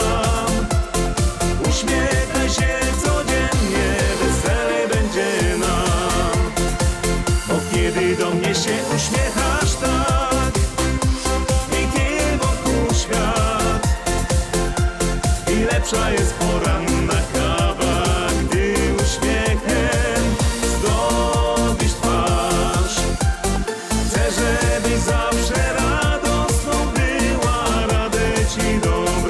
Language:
Polish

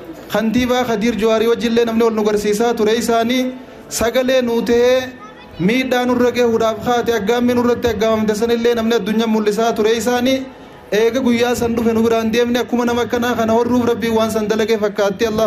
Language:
Oromo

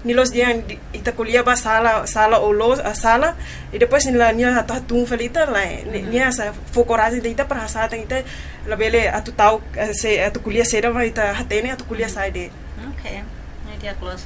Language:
Tetum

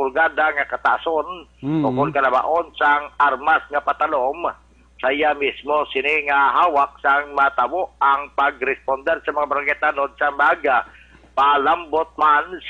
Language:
Hiligaynon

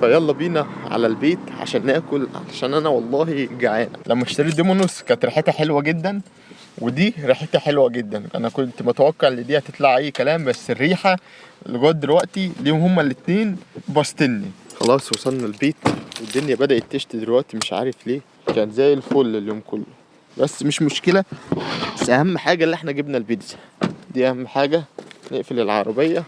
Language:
Egyptian Arabic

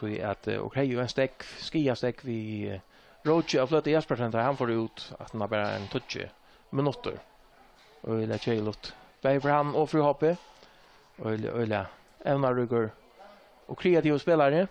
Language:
Faroese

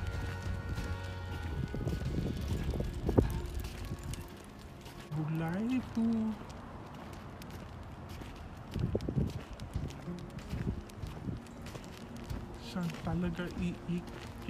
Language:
Filipino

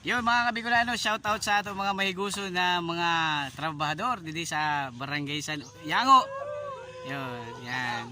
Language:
Bikol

